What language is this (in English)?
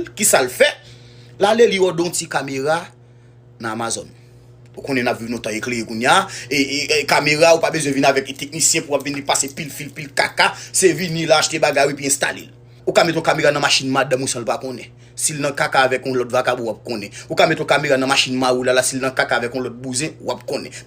Haitian Creole